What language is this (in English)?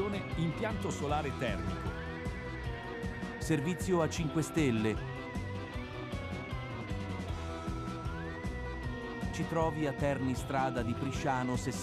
Italian